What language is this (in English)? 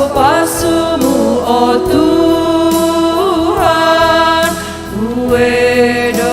Batak Simalungun